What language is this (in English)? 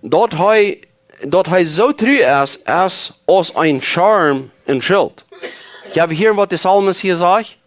Plautdietsch